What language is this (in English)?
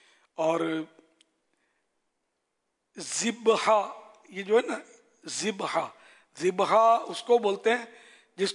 Urdu